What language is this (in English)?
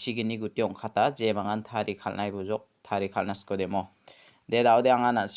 Garo